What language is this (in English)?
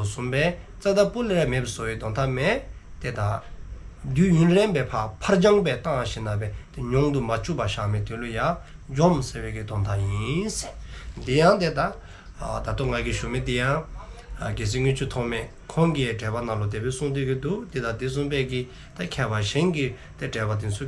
Dzongkha